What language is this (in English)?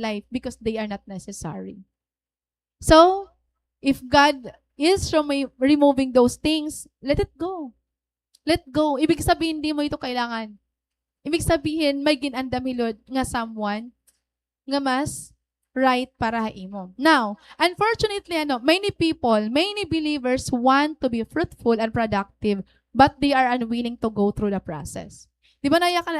Waray